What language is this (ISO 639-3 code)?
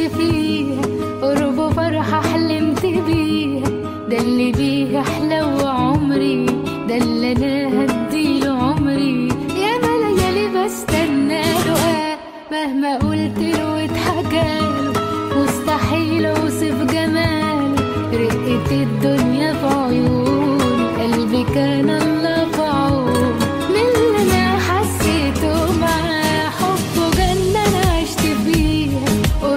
arz